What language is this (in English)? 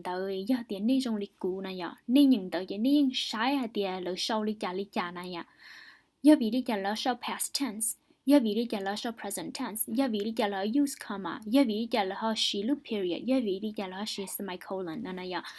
Hmong